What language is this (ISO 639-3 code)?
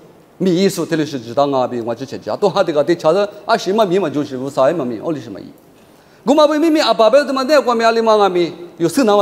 lis